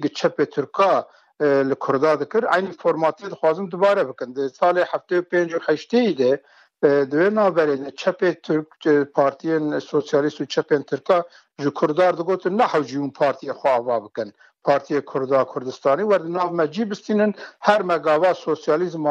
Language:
Kurdish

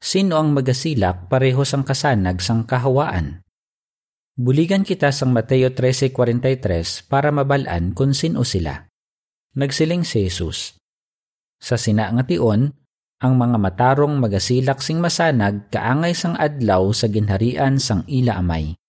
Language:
Hiligaynon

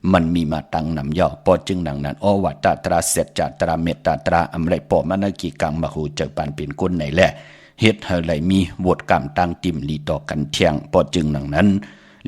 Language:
Shan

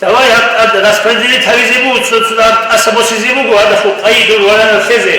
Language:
Avaric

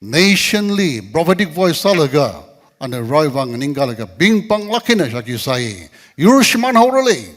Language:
Tangkhul Naga (India)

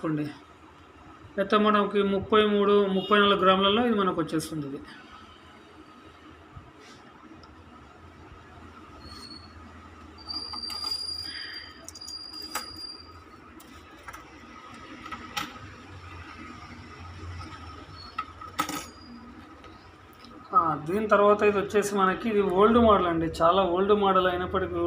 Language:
Telugu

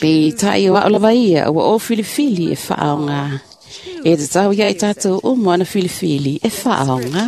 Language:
Samoan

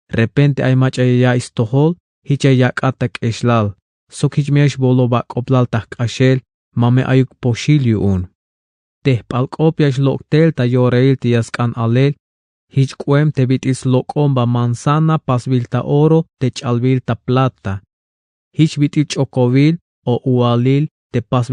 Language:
Tzeltal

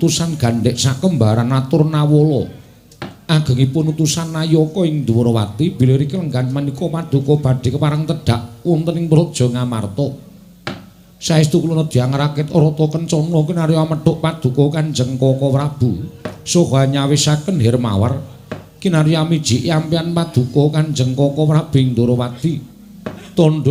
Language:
Javanese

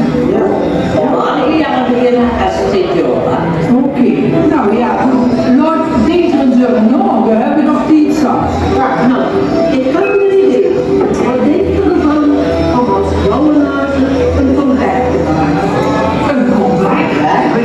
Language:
Limburgish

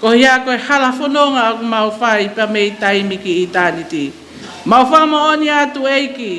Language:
Tongan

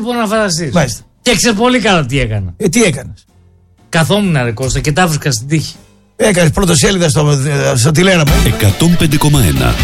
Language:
Greek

